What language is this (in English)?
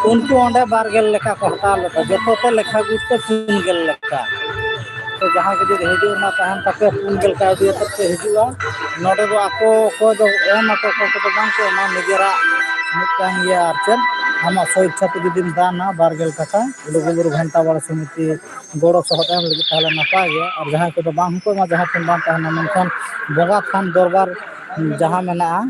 Santali